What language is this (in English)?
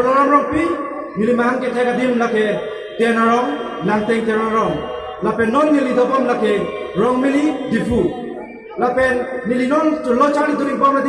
Karbi